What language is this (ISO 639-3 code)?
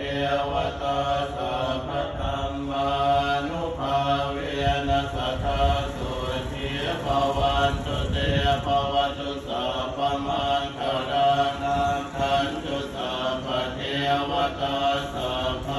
pli